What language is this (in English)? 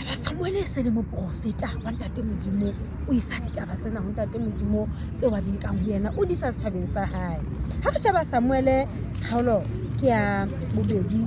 Southern Sotho